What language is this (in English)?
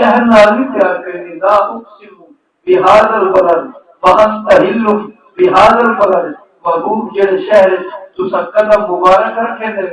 Saraiki